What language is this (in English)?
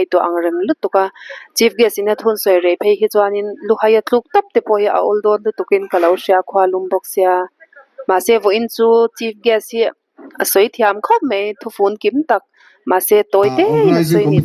Mizo